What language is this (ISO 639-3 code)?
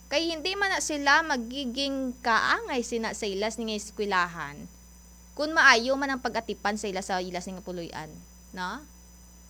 hil